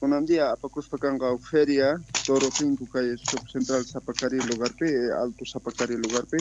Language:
South Bolivian Quechua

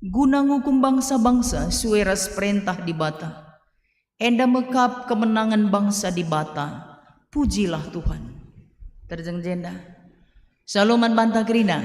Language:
Batak Karo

